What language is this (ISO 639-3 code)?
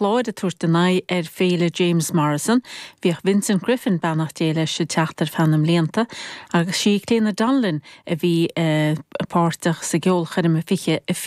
gle